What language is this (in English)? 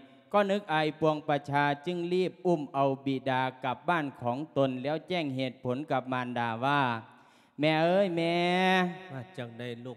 Lao